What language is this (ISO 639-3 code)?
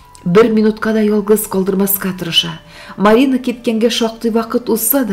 tat